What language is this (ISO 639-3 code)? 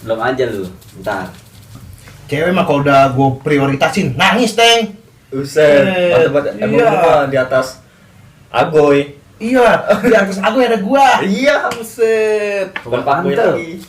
bew